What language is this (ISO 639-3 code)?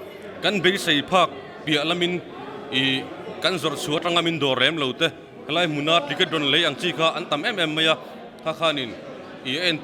lus